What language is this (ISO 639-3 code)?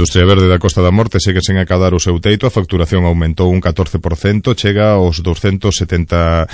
glg